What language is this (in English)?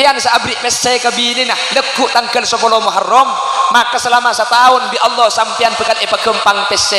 Madurese